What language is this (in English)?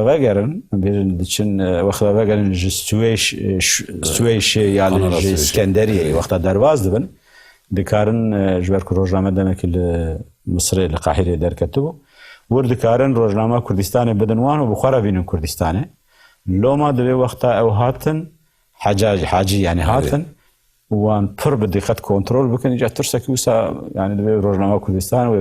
Kurdish